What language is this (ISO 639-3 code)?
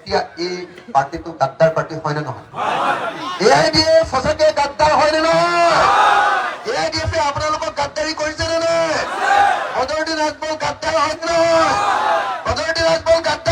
asm